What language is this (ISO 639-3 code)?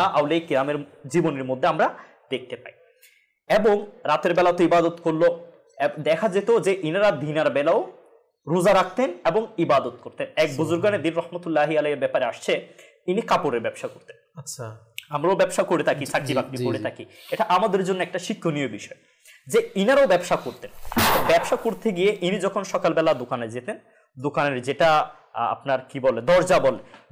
ben